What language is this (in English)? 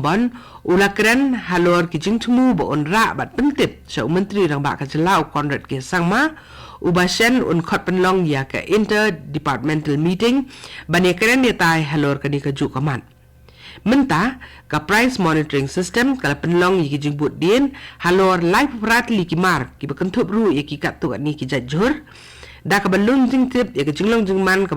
Khasi